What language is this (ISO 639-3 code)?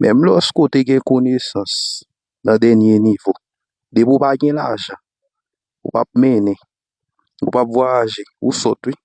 hat